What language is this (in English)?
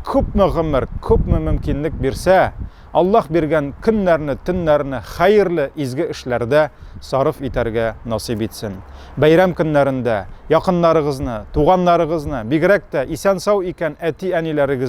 Tatar